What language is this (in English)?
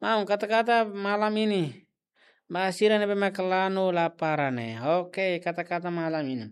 Tetum